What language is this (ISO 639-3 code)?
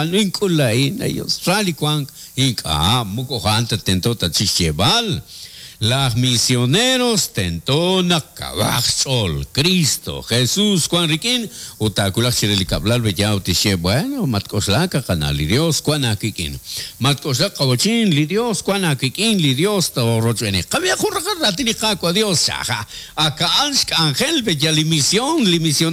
kek